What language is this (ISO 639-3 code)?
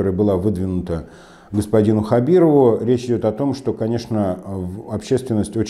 rus